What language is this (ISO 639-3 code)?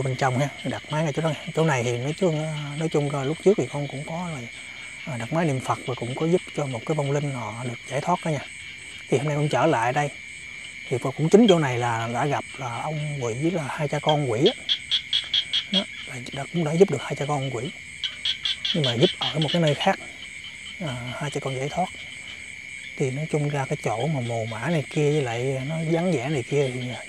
vie